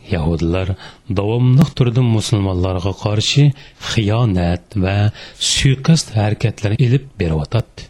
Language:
Uyghur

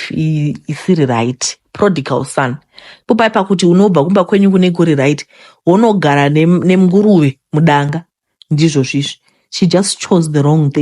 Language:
Shona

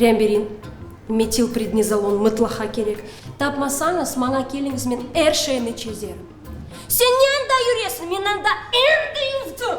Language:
Crimean Tatar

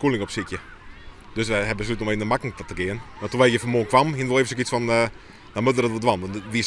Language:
Western Frisian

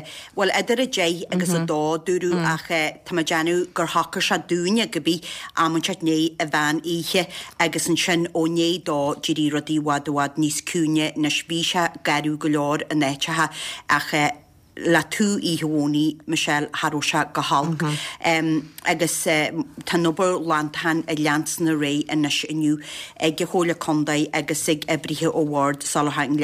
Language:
Irish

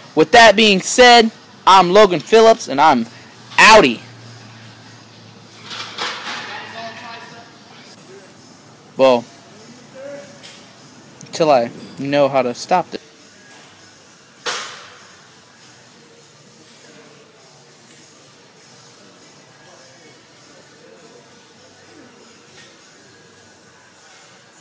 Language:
English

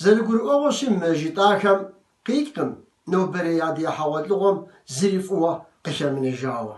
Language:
Kabardian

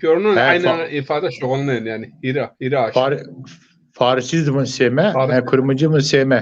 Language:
Zaza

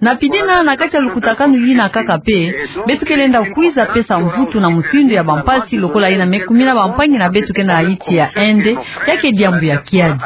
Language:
Kituba (Democratic Republic of Congo)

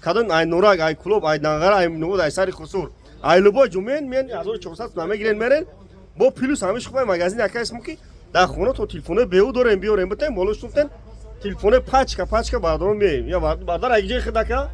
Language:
Tajik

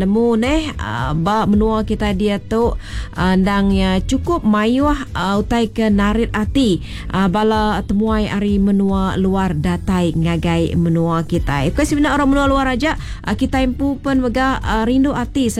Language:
Iban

